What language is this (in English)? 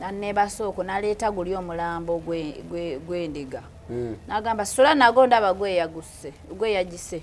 Ganda